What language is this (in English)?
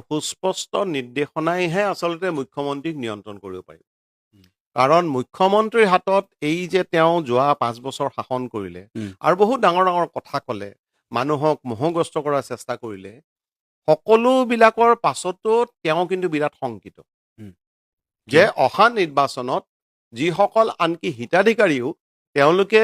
Assamese